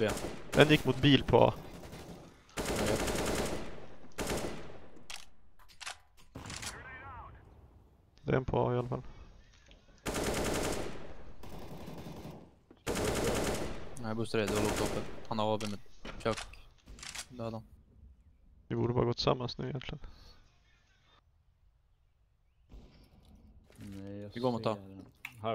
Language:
Swedish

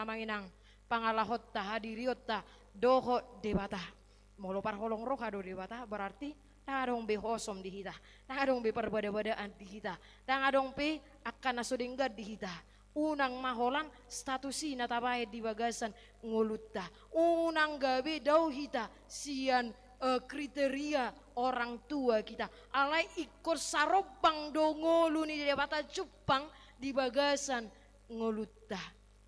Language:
Batak Toba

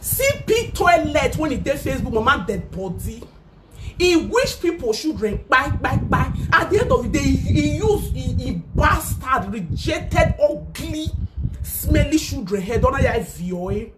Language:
Nigerian Pidgin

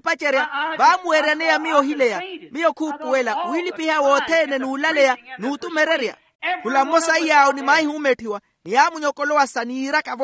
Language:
Makhuwa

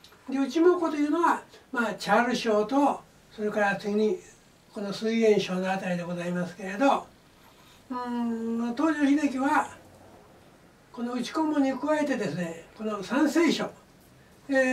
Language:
Japanese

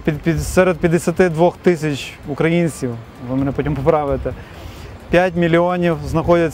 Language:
Ukrainian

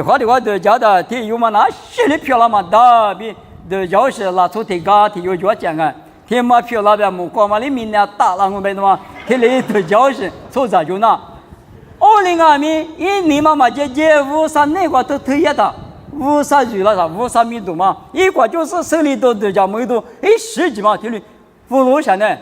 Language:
Lisu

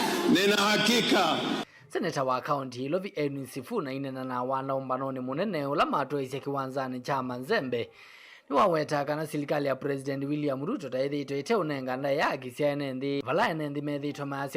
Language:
Kamba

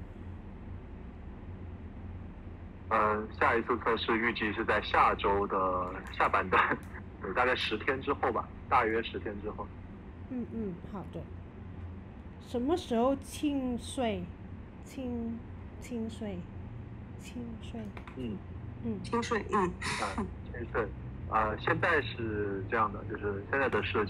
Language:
Chinese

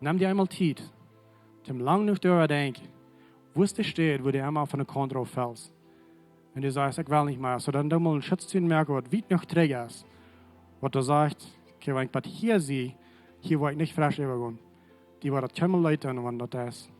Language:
Plautdietsch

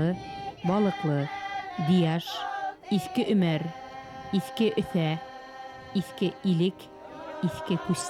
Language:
Bashkir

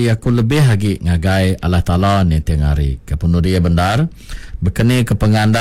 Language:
Iban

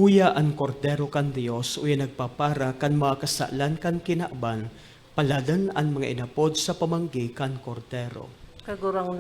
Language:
Bikol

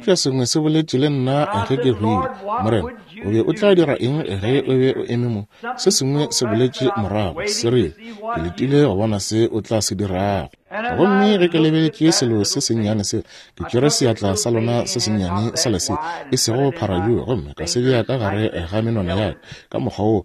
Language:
Northern Sotho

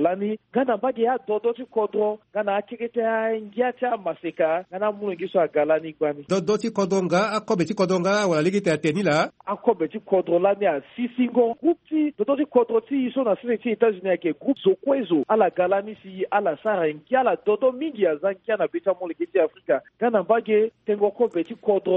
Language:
Sango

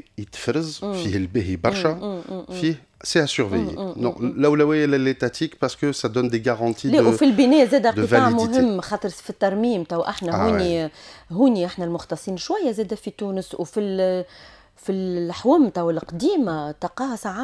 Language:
Tunisian Arabic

